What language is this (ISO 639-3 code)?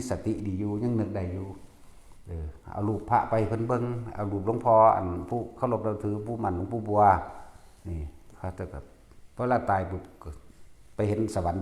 lao